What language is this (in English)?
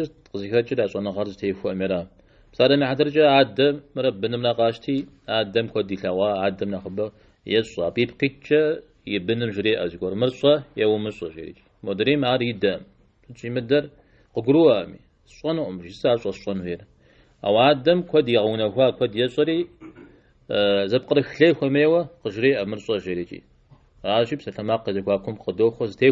Kabardian